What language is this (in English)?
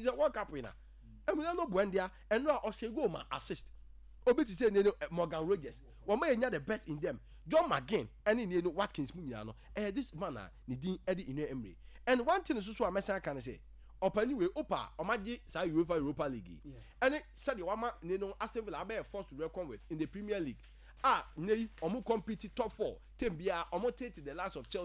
Akan